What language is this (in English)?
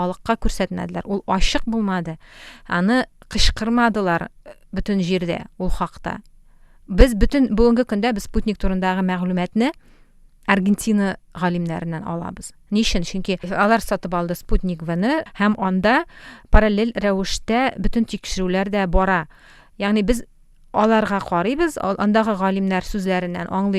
Tatar